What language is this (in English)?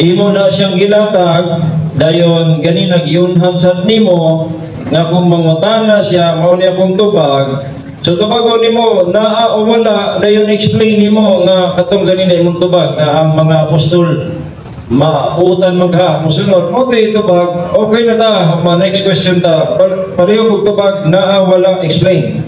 Cebuano